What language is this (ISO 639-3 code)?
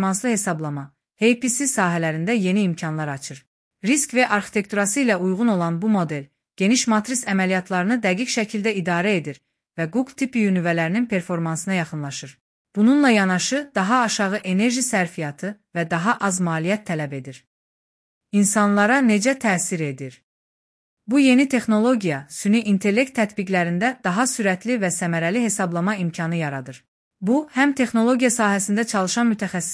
aze